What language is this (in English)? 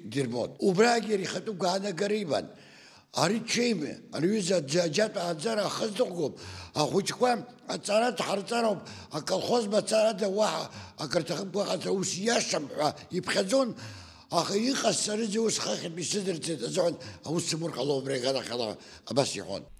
Abkhazian